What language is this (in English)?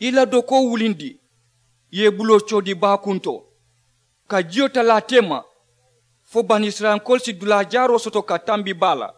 Mandingo